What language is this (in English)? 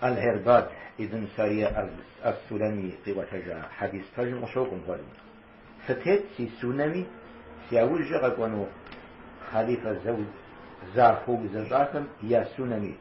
Kabardian